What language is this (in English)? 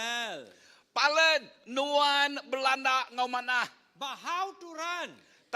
Iban